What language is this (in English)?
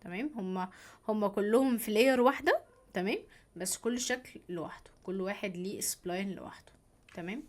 Egyptian Arabic